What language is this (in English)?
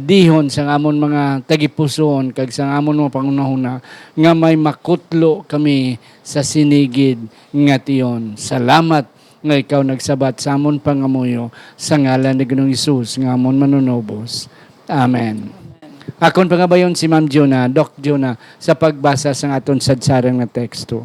Hiligaynon